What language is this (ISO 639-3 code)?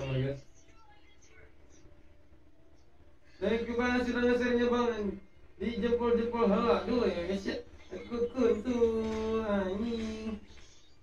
ind